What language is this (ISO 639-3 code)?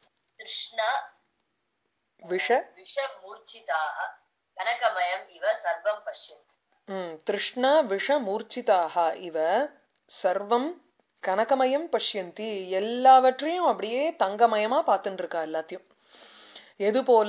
tam